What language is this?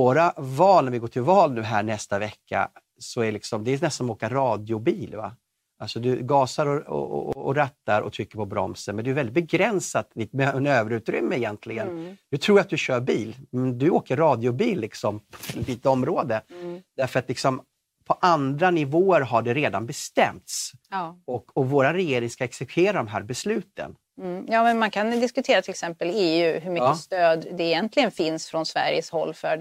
Swedish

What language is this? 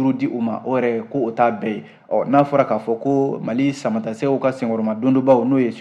Bambara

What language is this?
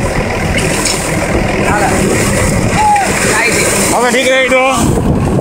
Gujarati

